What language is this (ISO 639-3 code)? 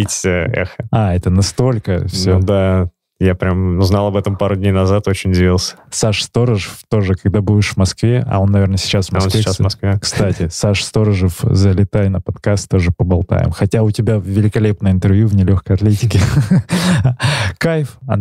rus